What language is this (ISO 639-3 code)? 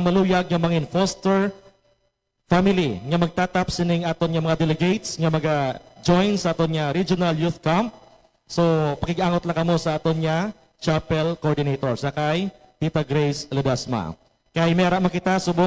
hil